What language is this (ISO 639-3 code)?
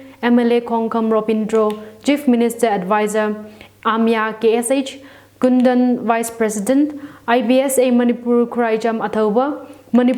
nmf